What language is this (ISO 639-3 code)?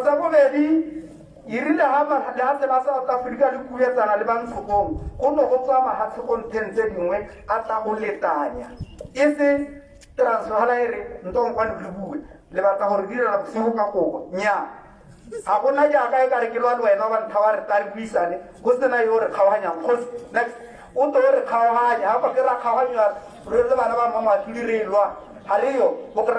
tsn